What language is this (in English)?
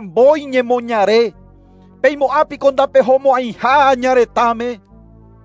Guarani